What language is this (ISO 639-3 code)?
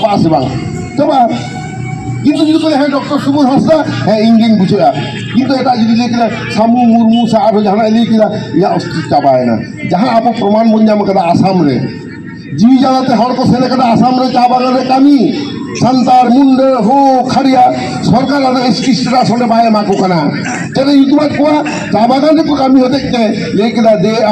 sat